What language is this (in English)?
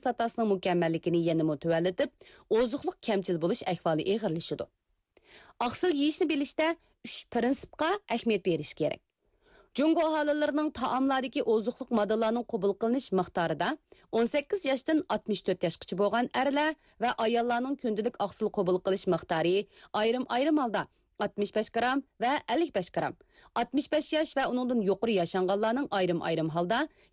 Uyghur